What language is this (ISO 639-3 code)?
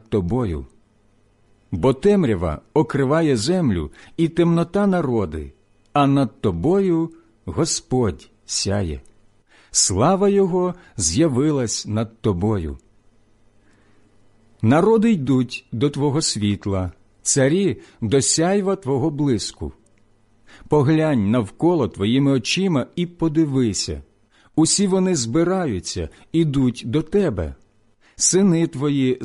ukr